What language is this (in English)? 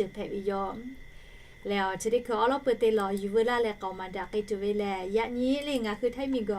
Lahu